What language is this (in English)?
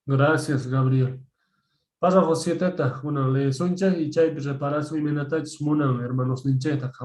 Quechua